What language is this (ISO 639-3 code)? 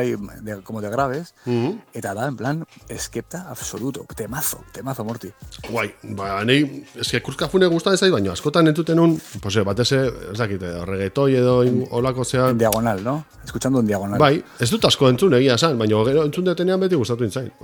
eus